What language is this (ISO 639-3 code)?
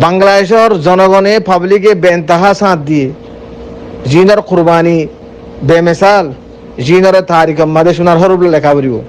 rhg